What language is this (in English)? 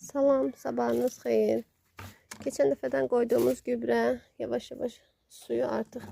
Azerbaijani